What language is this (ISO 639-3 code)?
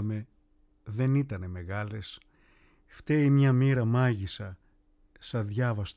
ell